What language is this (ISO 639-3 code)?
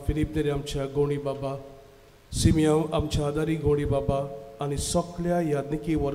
kok